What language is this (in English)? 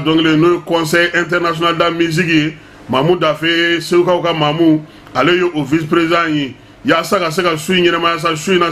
Bambara